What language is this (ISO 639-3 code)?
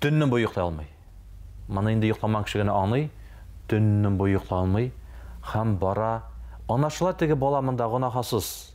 tat